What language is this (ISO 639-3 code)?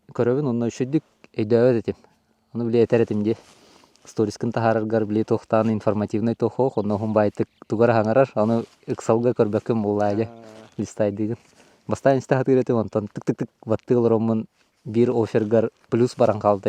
sah